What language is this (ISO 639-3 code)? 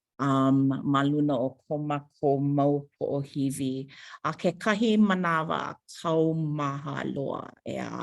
haw